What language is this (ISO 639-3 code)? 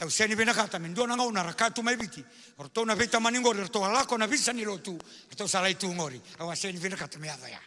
fij